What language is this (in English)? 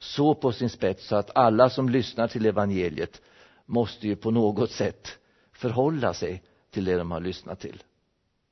Swedish